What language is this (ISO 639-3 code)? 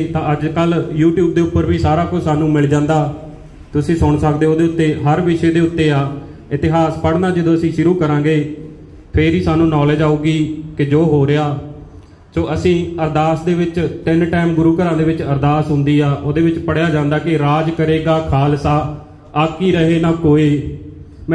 pan